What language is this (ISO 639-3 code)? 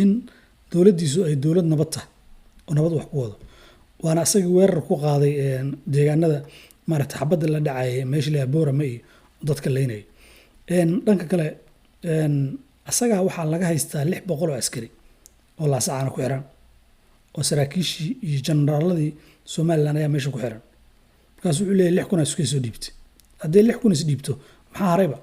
som